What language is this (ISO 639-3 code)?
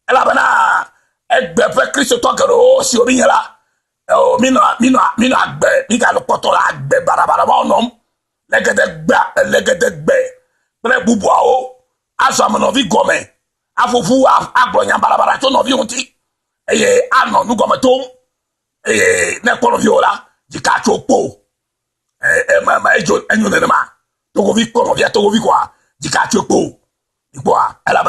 ewe